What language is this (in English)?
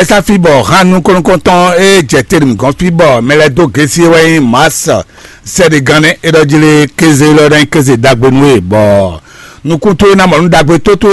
Fon